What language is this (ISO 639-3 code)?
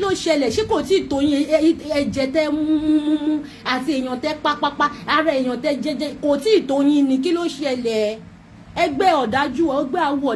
yor